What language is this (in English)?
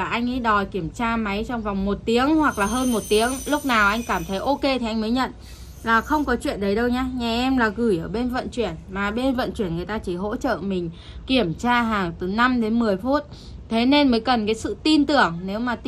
Vietnamese